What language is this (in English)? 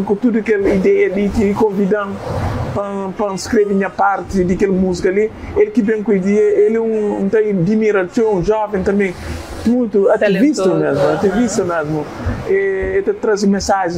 Kabuverdianu